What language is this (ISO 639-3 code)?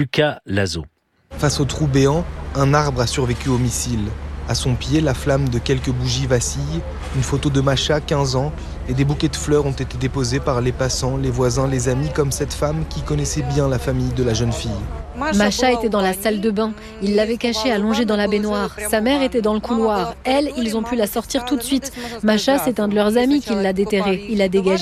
fra